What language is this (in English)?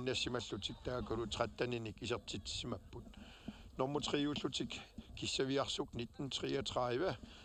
Kalaallisut